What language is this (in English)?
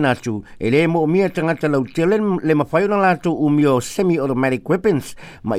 Samoan